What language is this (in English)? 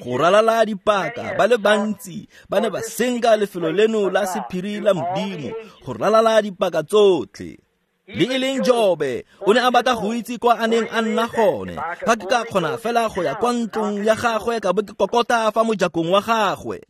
Tswana